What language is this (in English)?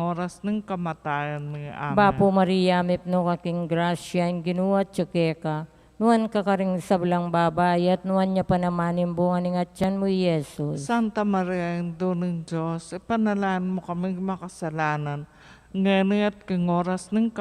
Pampanga